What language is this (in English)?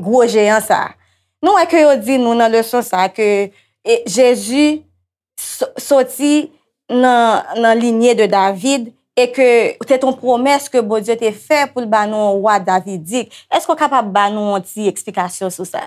Haitian Creole